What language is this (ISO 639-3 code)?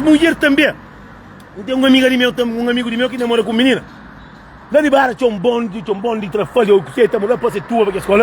kea